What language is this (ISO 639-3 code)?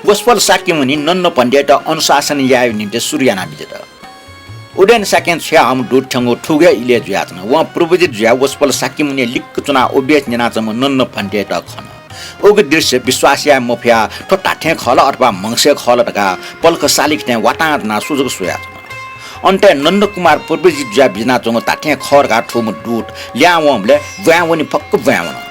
new